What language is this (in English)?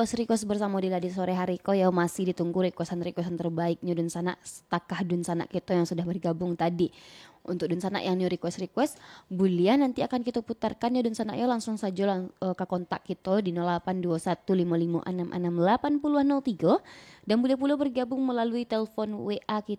Minangkabau